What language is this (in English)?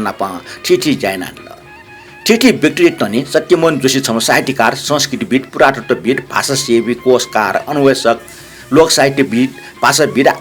Newari